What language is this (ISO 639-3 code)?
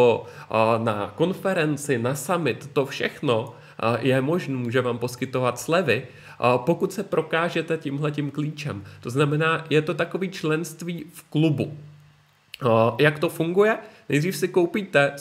ces